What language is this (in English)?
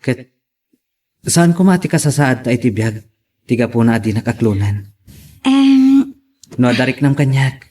Iloko